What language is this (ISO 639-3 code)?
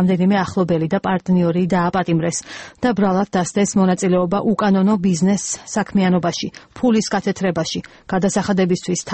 kat